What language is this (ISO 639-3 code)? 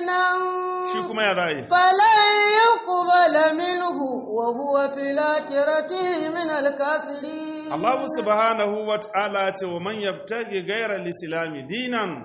hau